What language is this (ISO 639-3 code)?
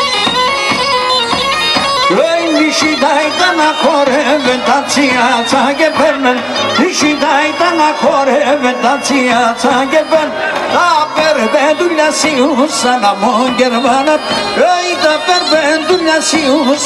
ell